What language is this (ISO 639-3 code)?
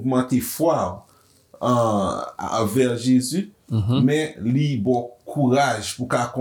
hat